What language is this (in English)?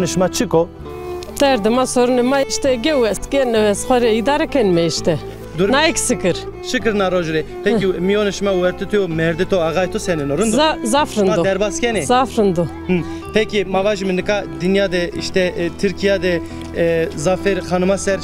Zaza